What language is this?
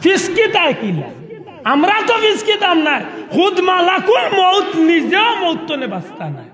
Sylheti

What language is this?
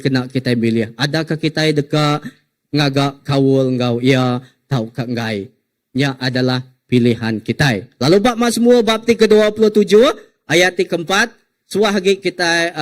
Iban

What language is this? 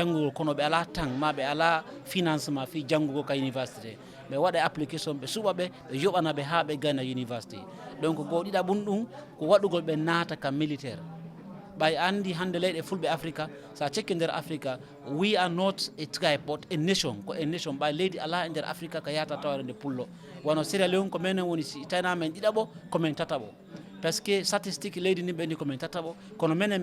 Fula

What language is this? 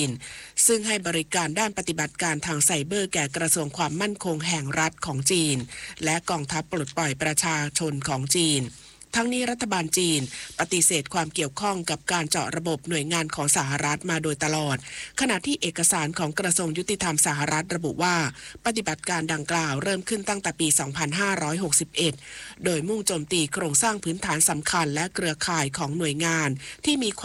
Thai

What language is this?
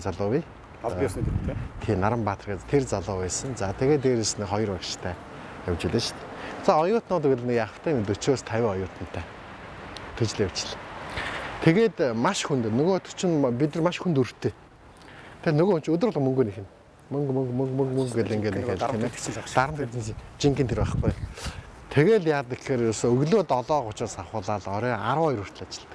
Mongolian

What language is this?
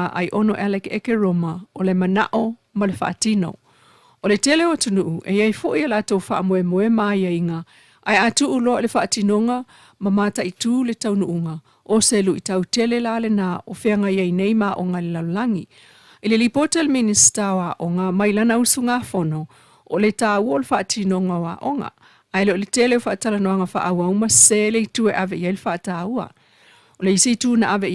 Samoan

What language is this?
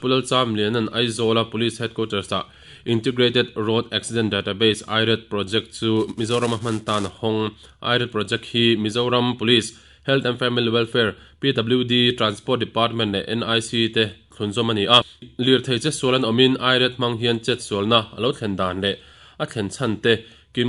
Mizo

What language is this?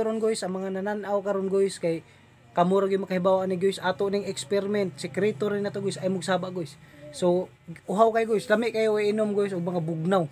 Cebuano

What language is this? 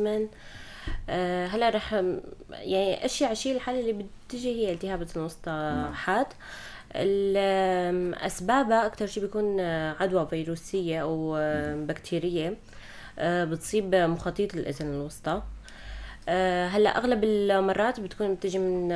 North Levantine Arabic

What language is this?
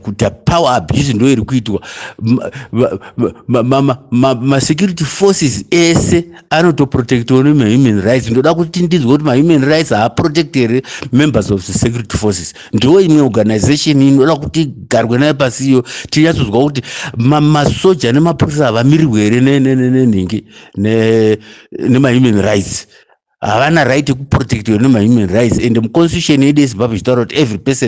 Shona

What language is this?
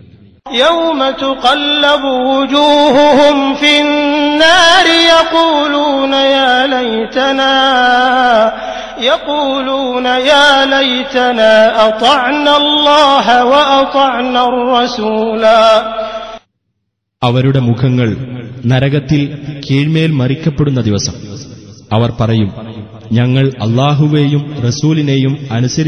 Malayalam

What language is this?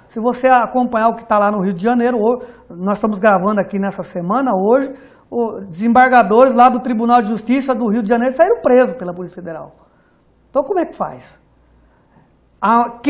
Portuguese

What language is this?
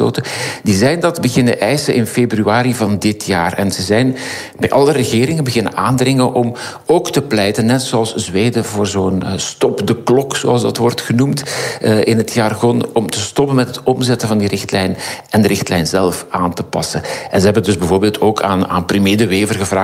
Dutch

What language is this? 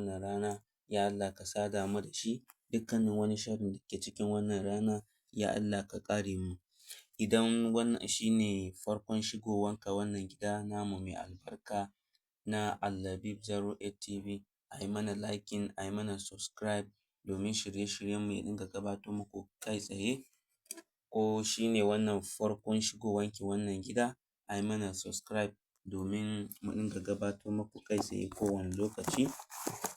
Hausa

